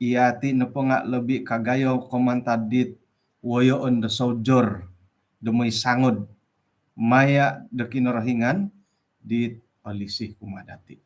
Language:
Central Dusun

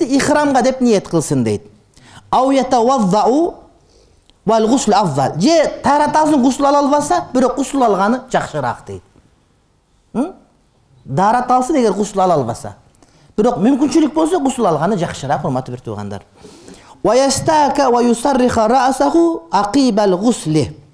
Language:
Kyrgyz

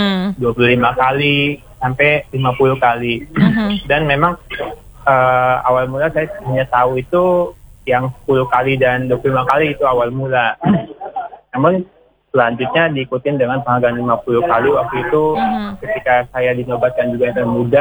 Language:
Indonesian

